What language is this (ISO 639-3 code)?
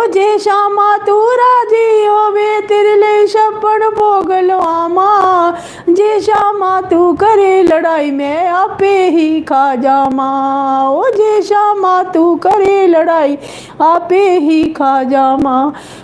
doi